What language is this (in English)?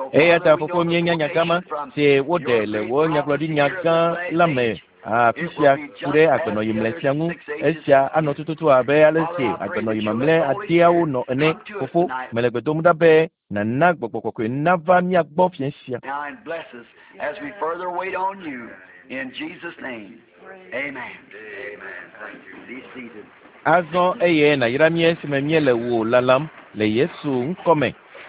Ewe